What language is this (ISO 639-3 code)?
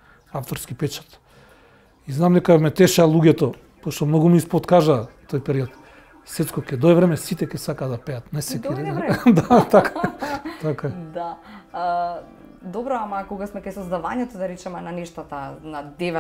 mkd